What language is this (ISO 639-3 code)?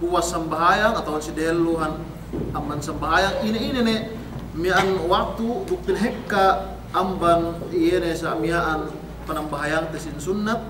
yka